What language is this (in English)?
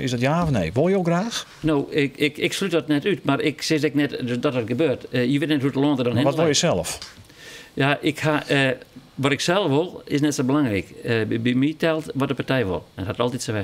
Western Frisian